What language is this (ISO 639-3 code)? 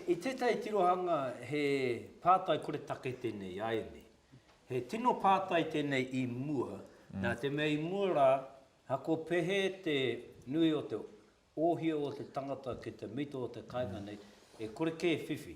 mri